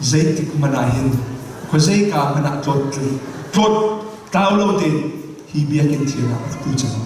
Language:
Hakha Chin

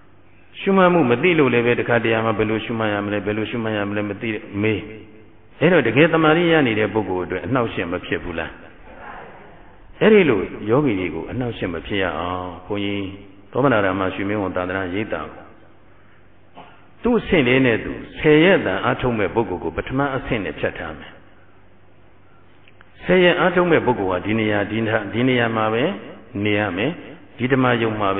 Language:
Burmese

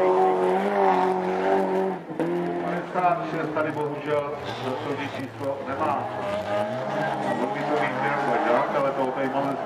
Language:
Czech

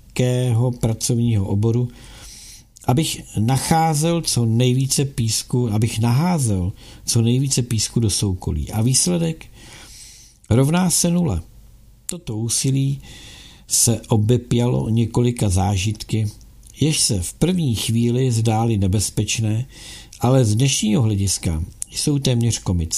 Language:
Czech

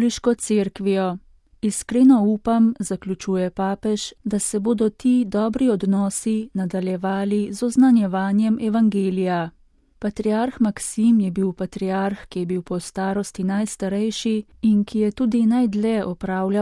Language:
Slovenian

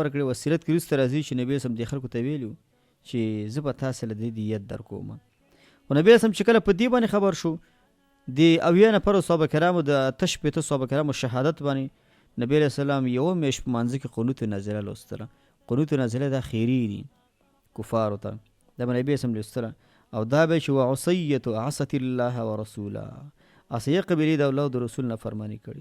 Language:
Pashto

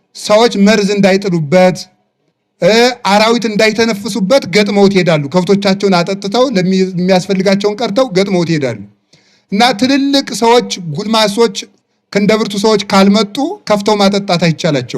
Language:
Amharic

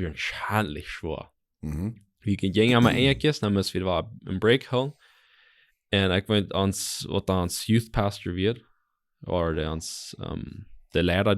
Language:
Plautdietsch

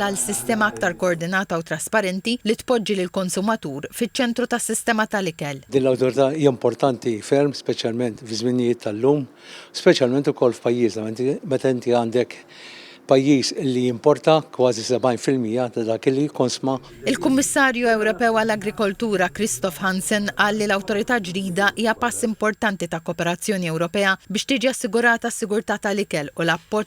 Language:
Maltese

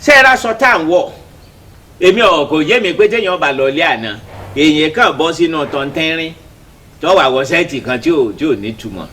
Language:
Yoruba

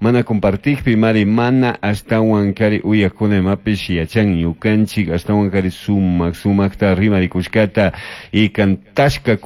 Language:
Chimborazo Highland Quichua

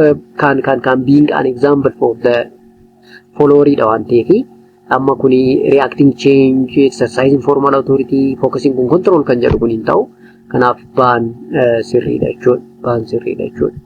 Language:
Oromo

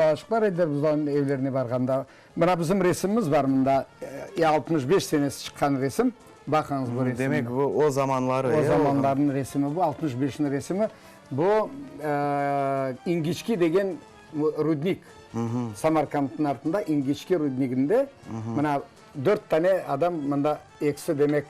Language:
Crimean Tatar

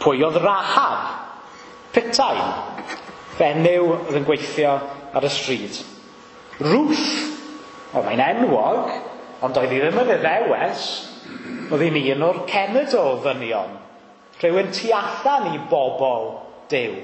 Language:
Welsh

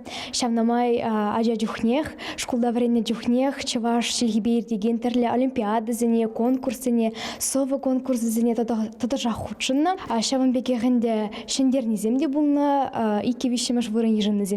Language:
Chuvash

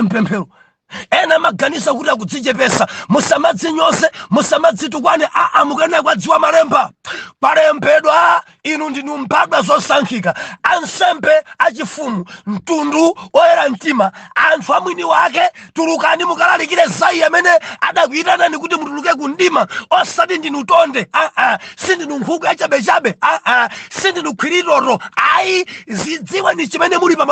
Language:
Nyanja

